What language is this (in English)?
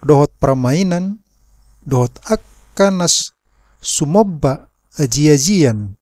Batak Toba